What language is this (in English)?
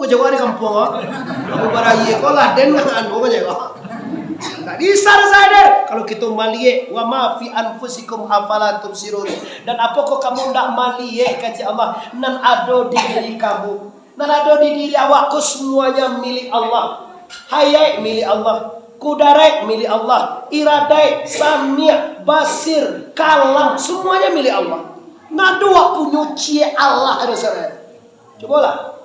Minangkabau